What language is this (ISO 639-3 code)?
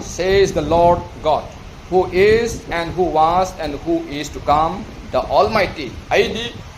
mni